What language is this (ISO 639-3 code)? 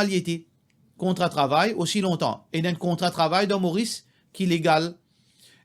mfe